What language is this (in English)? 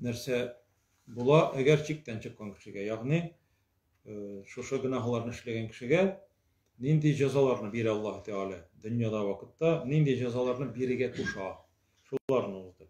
Tatar